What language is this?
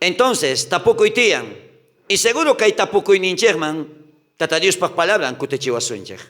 South Bolivian Quechua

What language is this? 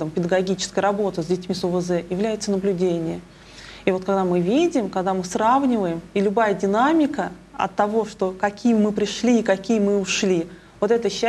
Russian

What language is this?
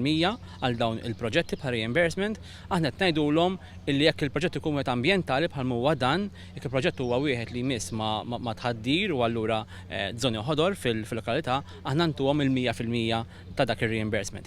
Maltese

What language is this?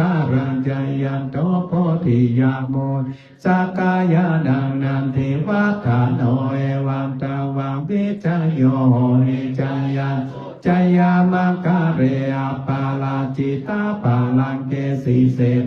Pali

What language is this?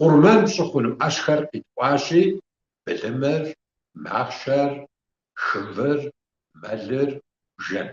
Kabardian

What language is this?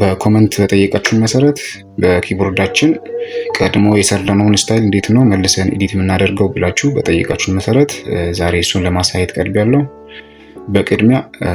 Amharic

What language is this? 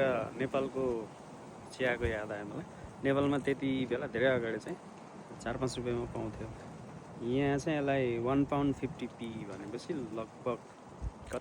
Nepali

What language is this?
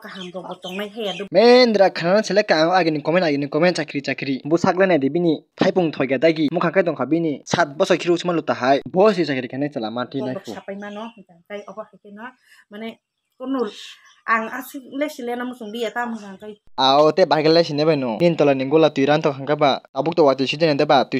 Kok Borok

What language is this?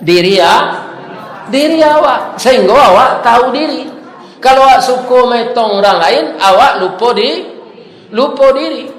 Minangkabau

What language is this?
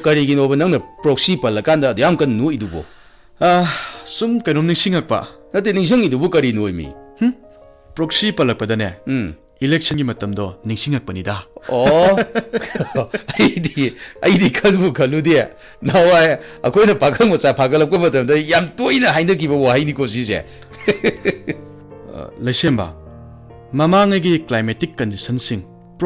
Manipuri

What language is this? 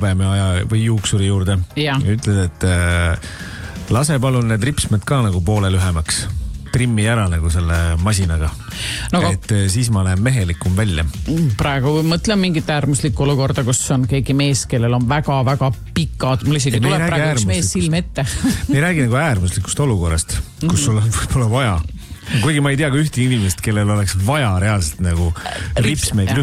Estonian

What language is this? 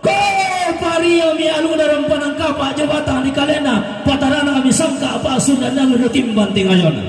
Toraja-Sa'dan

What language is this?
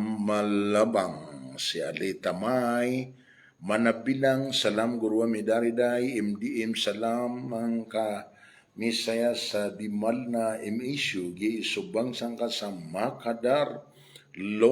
Maranao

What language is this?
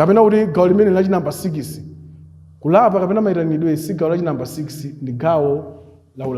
Nyanja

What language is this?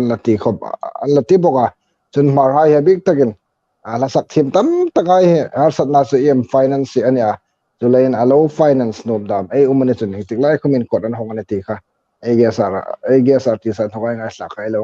Hmar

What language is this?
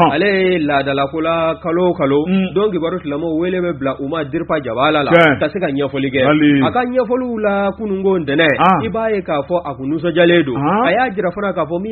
Bambara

